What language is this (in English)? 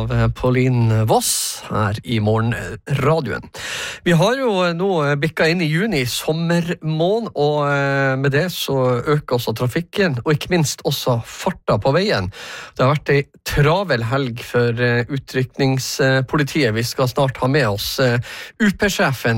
Norwegian